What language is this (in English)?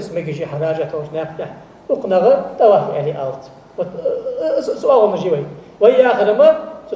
Ingush